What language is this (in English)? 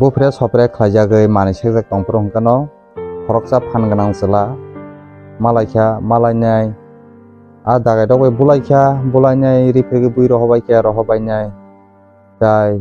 Kok Borok